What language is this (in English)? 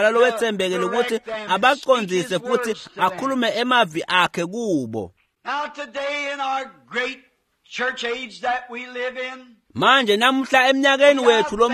Swati